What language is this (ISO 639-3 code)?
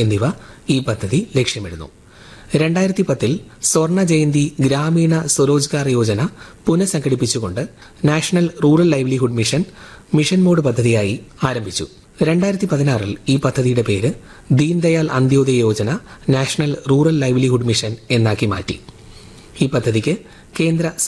mal